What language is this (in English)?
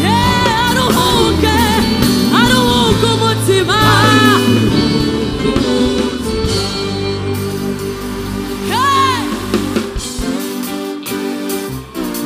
Kinyarwanda